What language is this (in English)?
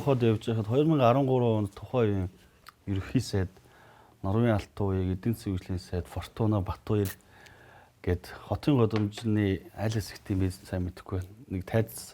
Mongolian